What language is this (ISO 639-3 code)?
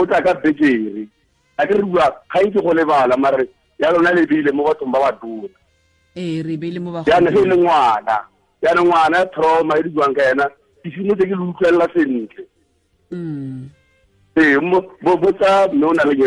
tsn